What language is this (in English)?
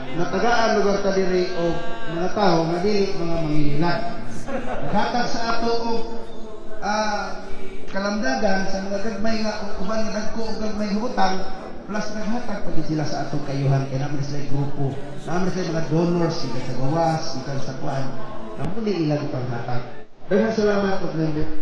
Cebuano